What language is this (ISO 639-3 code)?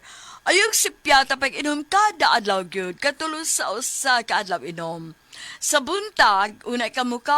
ceb